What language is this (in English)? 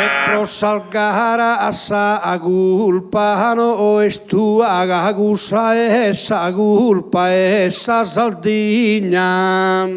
Sardinian